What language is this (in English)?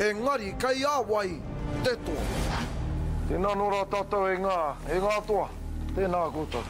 Māori